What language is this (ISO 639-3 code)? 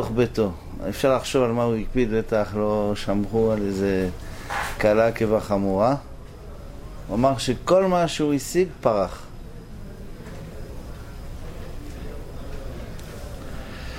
heb